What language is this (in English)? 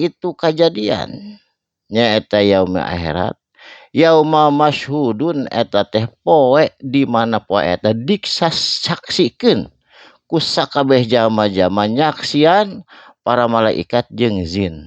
Sundanese